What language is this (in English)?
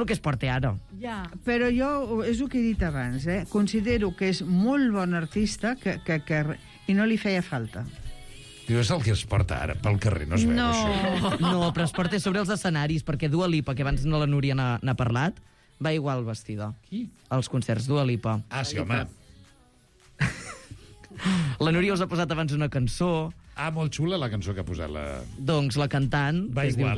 Catalan